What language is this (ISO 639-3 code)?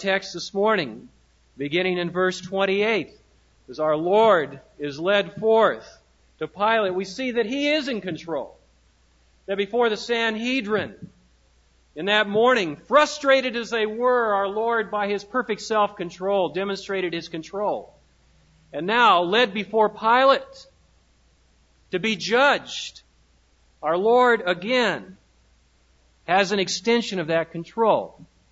eng